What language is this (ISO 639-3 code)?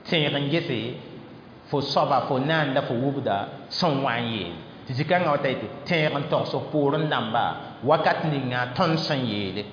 mos